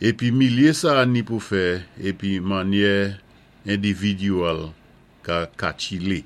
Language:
Saint Lucian Creole French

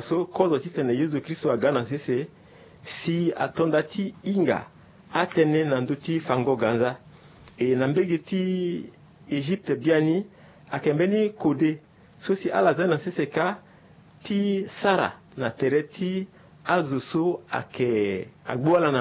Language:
Sango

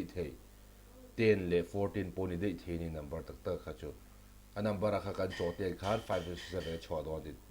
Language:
Mizo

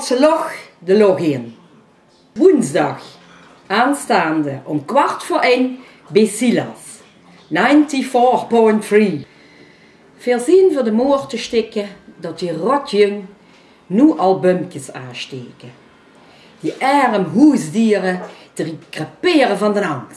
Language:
Limburgish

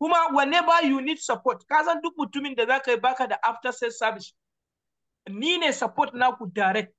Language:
Hausa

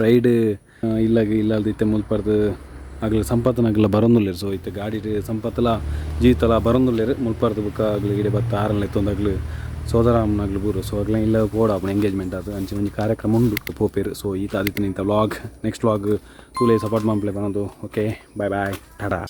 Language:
Tulu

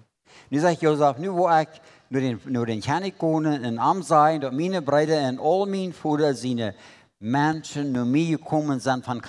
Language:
Plautdietsch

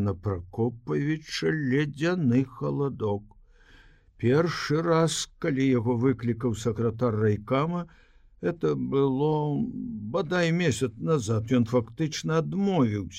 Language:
Belarusian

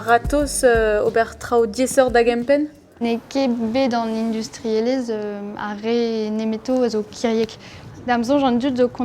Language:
Breton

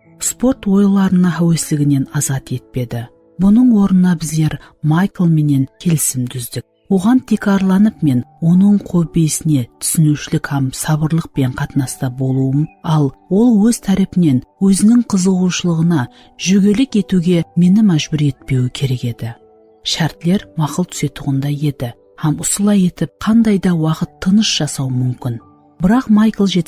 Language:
Kara-Kalpak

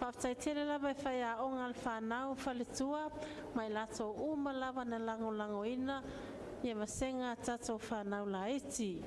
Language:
Samoan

